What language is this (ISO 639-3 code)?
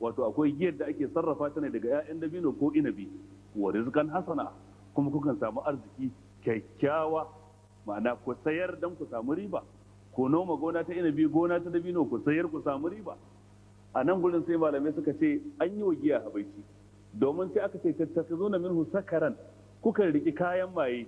hau